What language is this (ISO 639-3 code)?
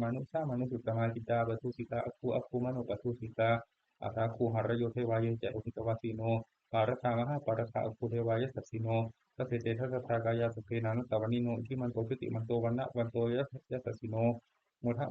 pli